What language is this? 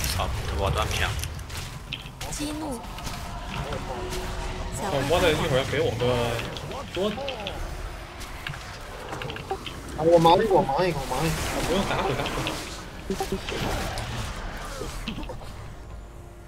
Chinese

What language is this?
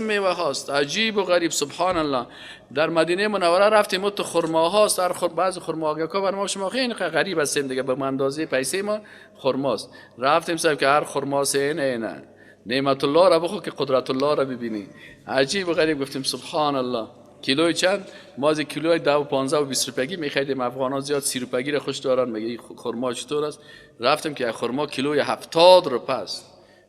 Persian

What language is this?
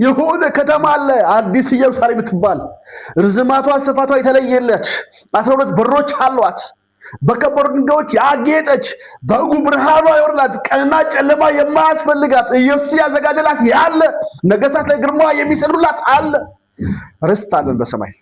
Amharic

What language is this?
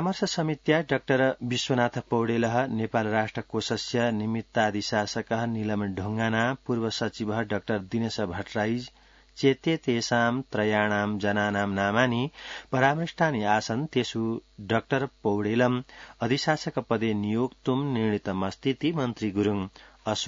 Sanskrit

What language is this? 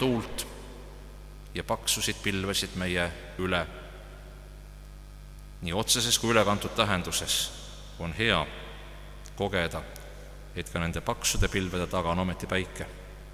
Estonian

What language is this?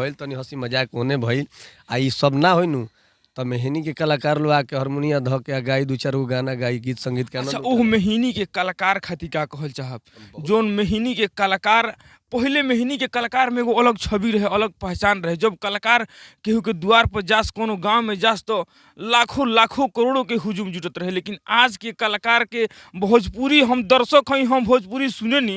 Bhojpuri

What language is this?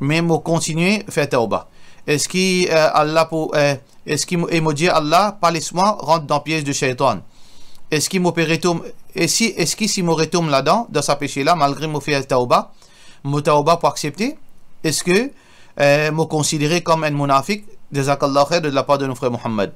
Morisyen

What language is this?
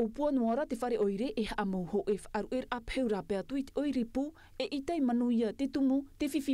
Tahitian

